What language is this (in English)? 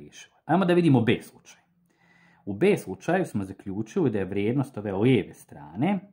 Croatian